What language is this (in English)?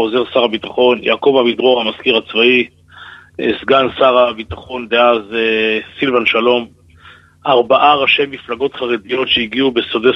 Hebrew